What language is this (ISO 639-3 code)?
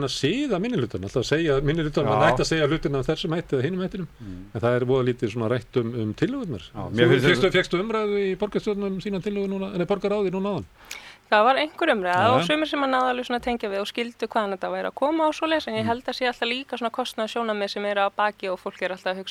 isl